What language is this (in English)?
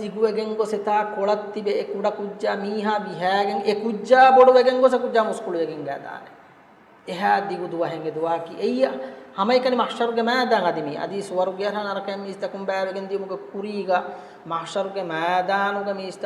Divehi